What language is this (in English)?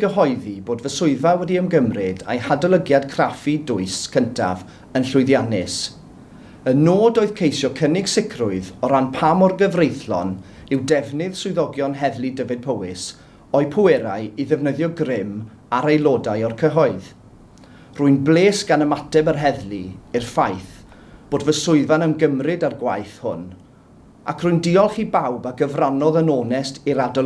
Welsh